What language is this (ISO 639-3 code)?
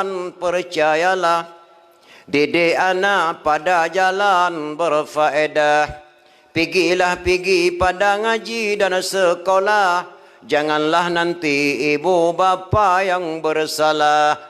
ace